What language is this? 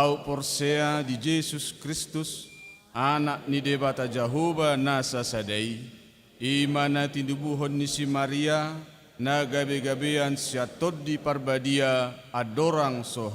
Batak Toba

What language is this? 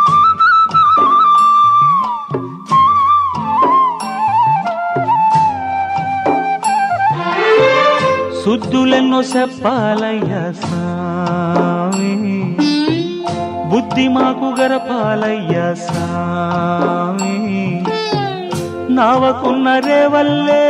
Telugu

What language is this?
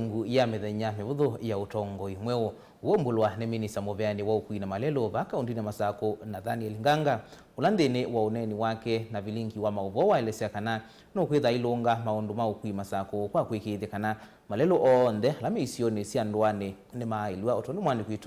Kamba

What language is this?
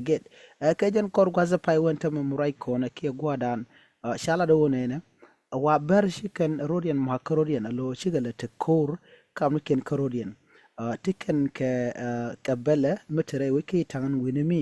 Nuer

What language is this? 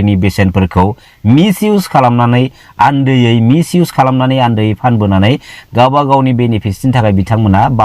Bodo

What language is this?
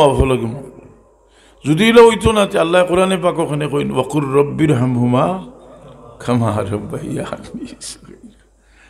Sylheti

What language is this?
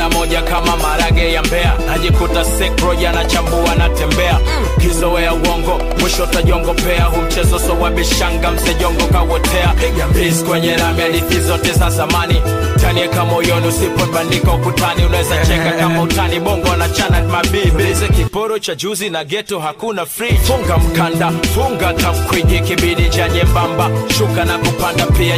Swahili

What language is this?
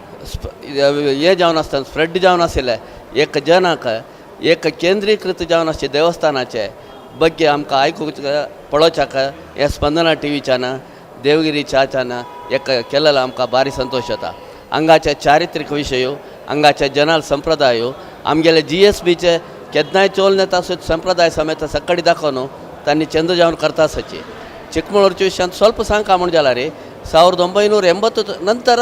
Konkani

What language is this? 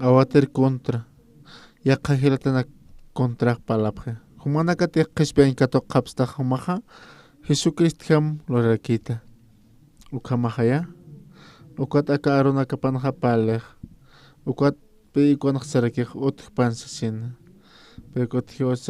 Aymara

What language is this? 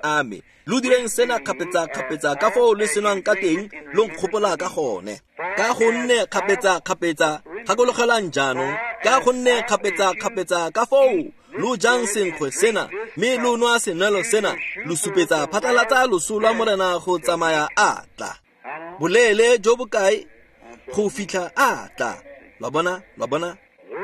Tswana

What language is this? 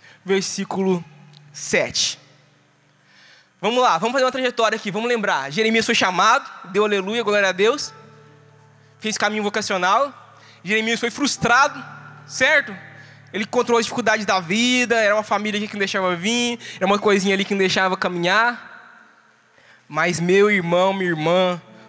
Portuguese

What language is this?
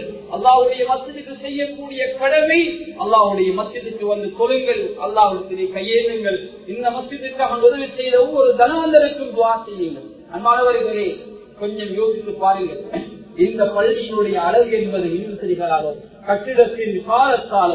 Tamil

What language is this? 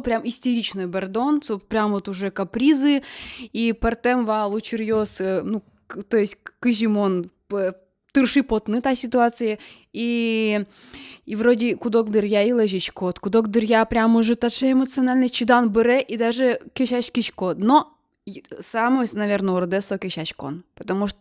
Udmurt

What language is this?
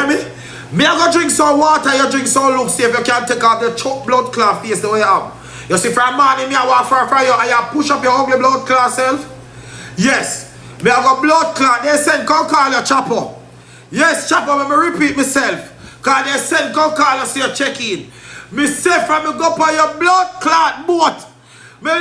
Jamaican Creole English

